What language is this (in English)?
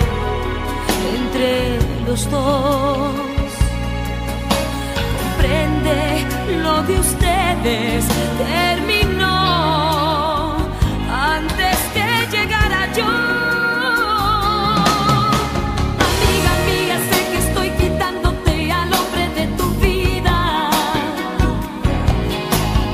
Spanish